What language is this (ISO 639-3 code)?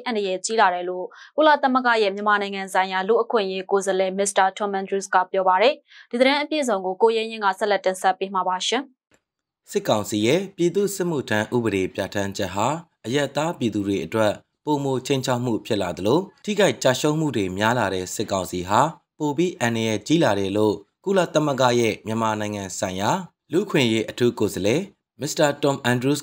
mya